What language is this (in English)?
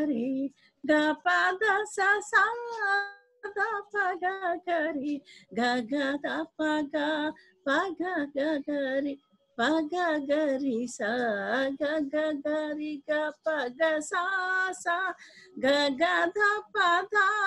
Telugu